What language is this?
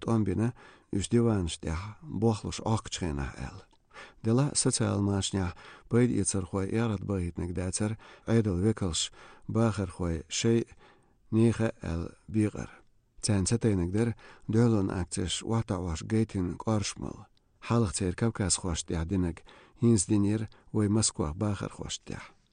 Chechen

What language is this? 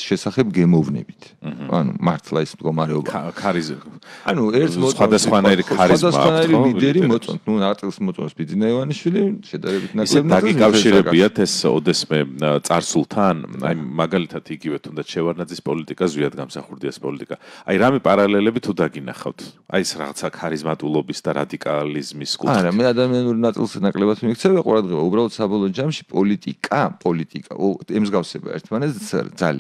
Georgian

